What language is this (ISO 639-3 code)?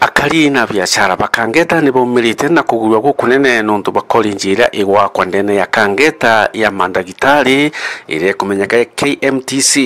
mer